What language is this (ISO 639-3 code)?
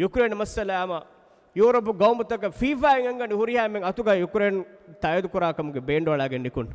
div